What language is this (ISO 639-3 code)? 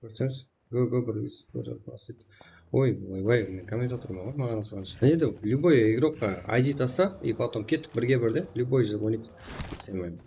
kaa